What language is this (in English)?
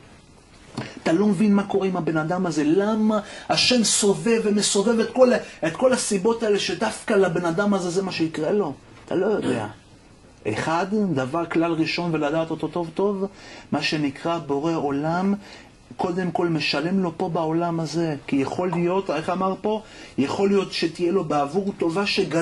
Hebrew